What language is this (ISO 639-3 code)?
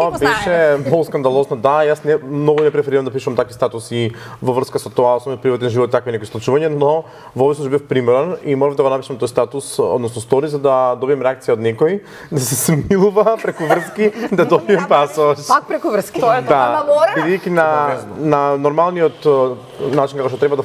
mkd